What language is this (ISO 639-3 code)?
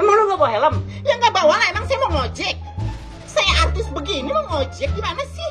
bew